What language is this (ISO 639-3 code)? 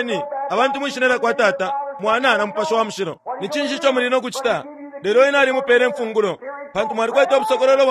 bem